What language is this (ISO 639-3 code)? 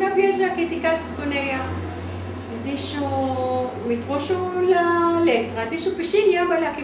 lad